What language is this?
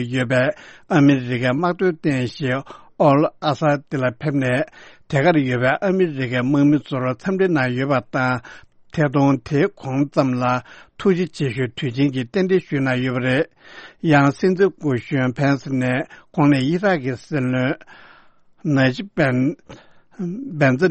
Tibetan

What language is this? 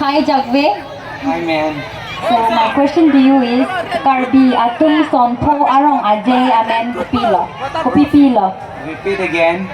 Karbi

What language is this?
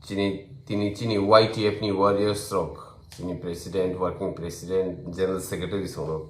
Kok Borok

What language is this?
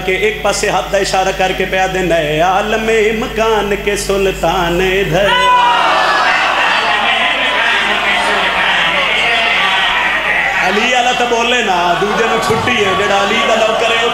Western Panjabi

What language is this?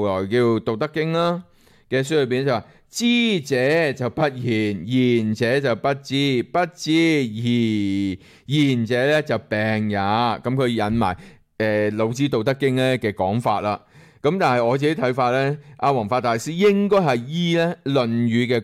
Cantonese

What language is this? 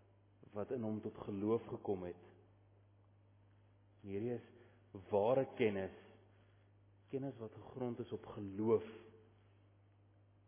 Afrikaans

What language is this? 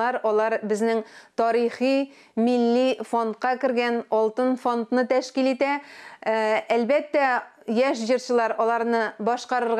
Tatar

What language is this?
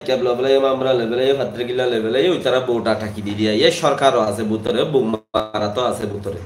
Rohingya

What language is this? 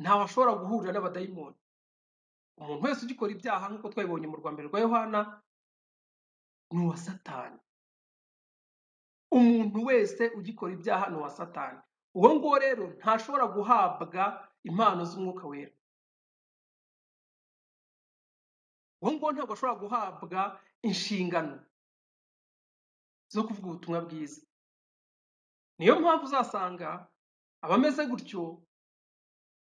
Kinyarwanda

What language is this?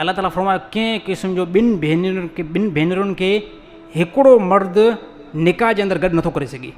Sindhi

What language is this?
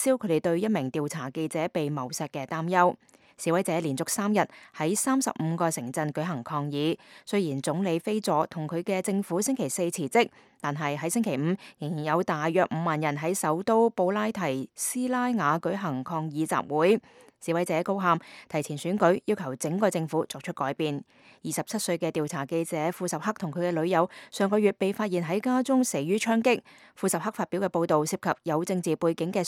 Cantonese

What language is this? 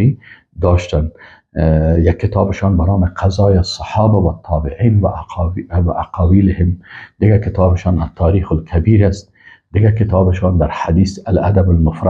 Persian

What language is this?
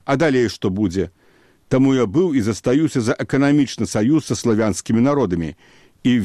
Belarusian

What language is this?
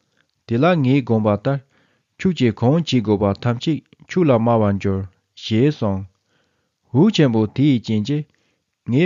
Tibetan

